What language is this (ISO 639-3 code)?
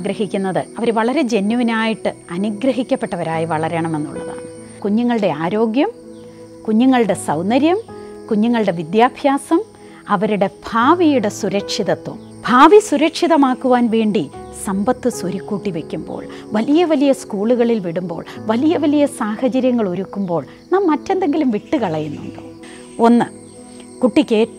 mal